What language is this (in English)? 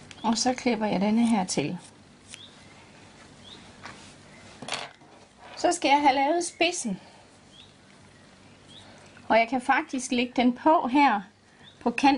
Danish